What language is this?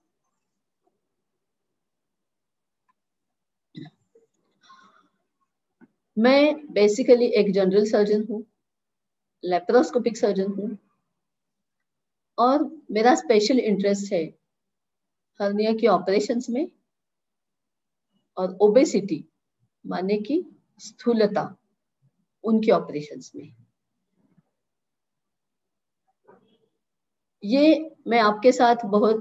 Hindi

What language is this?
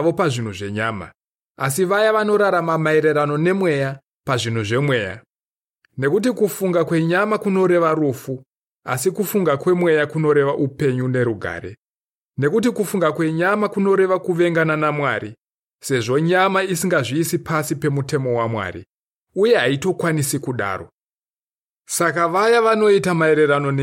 Shona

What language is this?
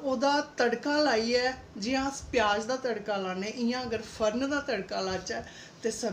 Dogri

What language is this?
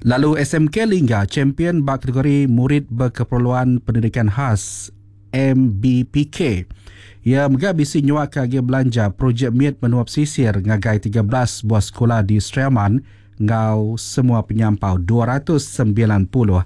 Iban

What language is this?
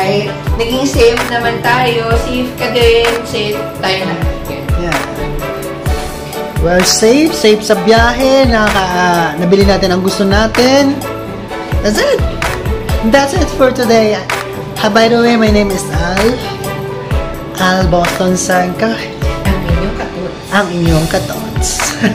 Filipino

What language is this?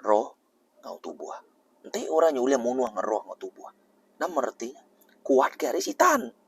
Iban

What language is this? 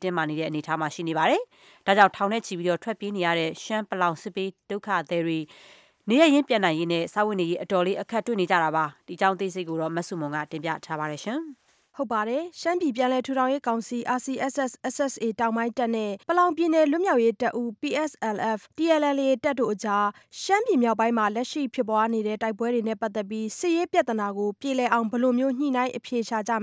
Burmese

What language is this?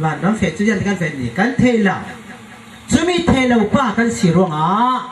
Falam Chin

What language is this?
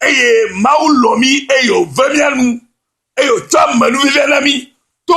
Ewe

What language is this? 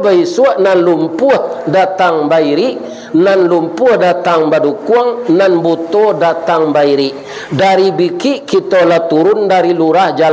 Minangkabau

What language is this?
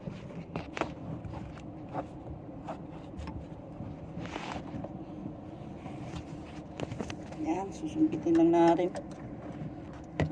Filipino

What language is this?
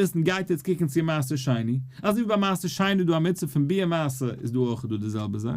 Yiddish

